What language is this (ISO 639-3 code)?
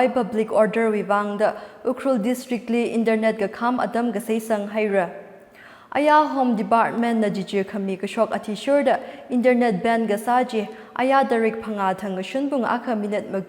nmf